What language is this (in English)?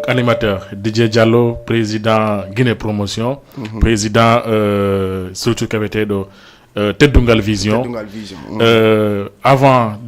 Fula